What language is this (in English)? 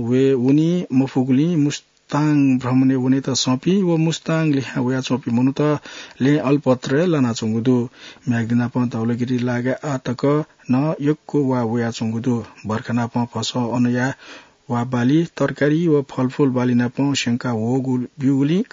Newari